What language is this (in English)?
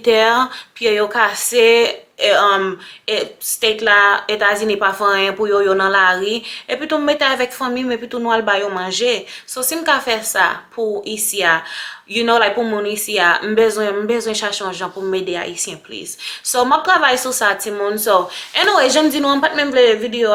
Haitian Creole